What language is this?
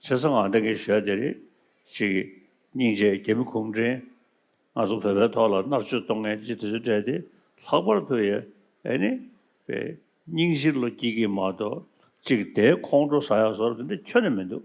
Tibetan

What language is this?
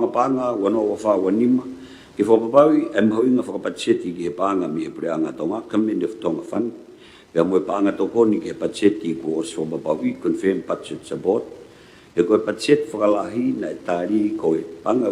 Tongan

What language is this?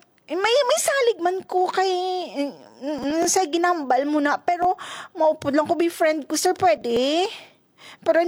Hiligaynon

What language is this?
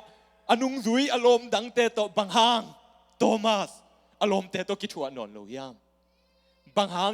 Tedim Chin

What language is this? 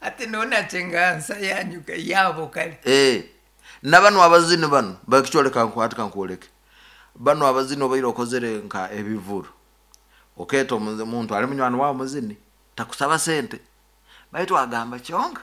Nyankole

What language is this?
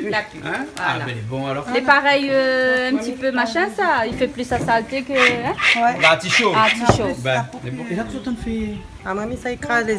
Réunion Creole French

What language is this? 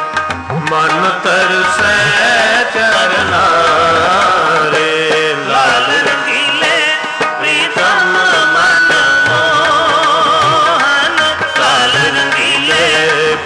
Punjabi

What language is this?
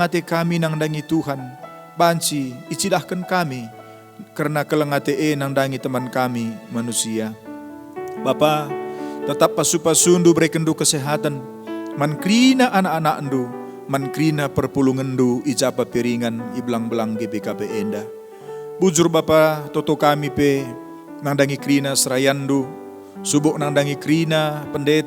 Batak Karo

